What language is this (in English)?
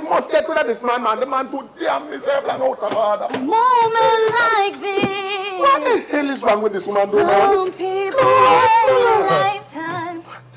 Jamaican Creole English